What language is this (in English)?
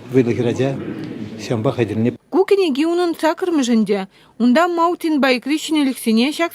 Chuvash